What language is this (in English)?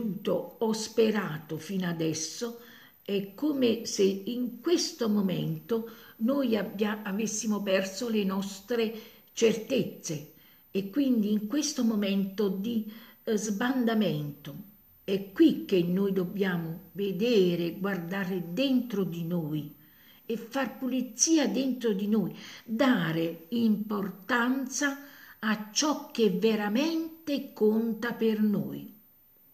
Italian